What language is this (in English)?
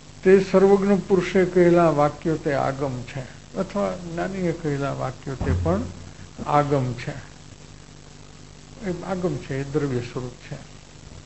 Gujarati